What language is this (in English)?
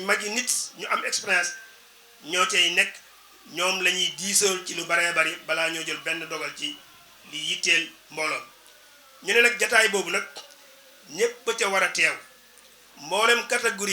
Wolof